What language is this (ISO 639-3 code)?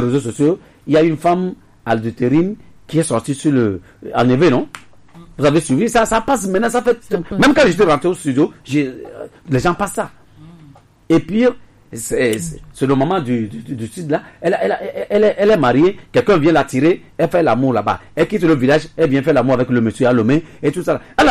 fra